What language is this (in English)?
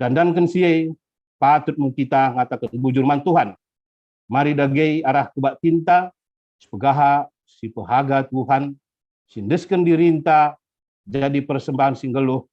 Batak Karo